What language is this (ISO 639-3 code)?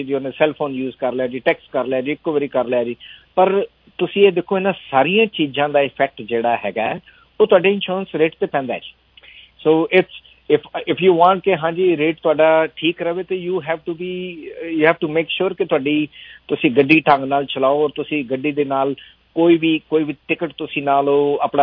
pan